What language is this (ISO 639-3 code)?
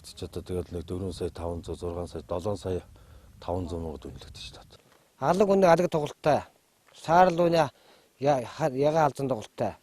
mon